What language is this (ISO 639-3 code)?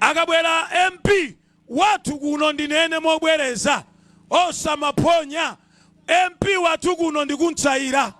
nya